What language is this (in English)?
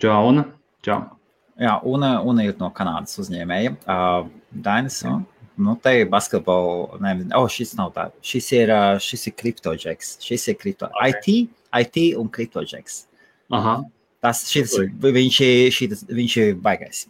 Latvian